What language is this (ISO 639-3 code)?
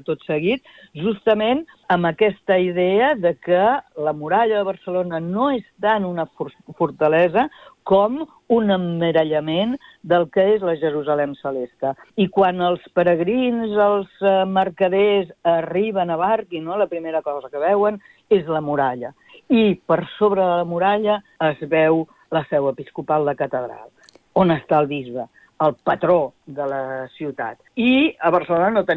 cat